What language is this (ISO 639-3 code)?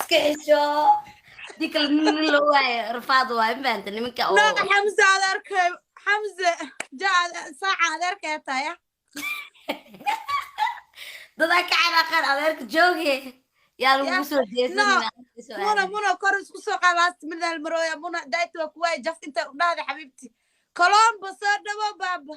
som